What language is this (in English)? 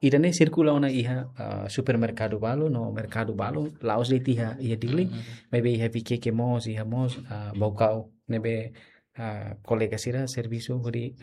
Tetum